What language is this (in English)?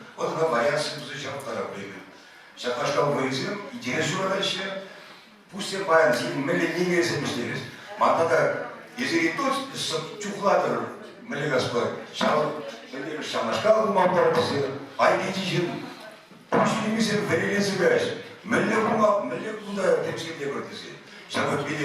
Chuvash